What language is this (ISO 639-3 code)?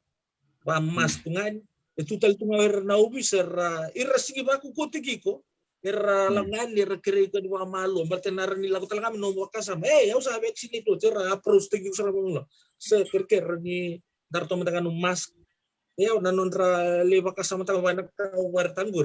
fij